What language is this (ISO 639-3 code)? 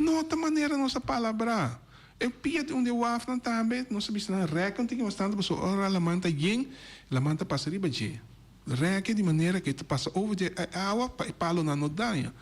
pap